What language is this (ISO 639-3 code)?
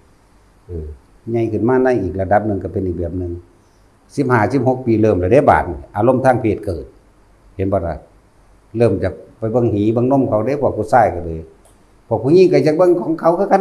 lao